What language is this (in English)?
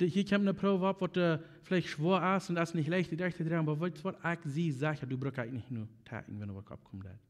Plautdietsch